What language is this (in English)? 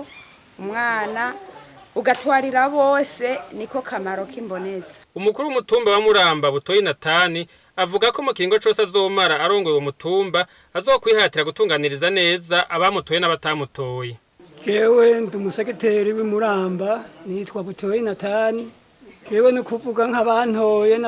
Rundi